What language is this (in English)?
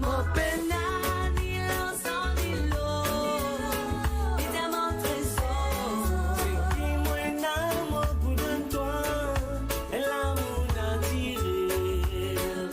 Morisyen